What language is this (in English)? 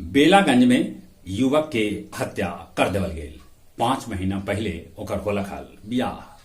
Magahi